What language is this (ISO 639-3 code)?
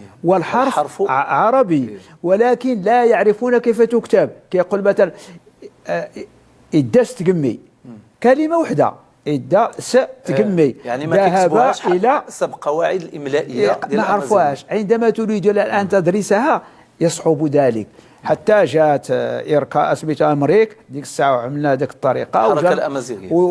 ary